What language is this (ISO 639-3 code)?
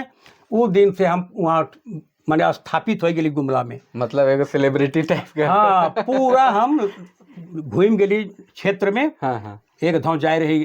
sck